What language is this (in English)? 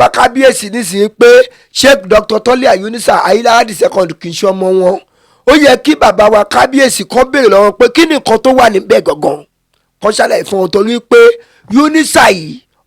Yoruba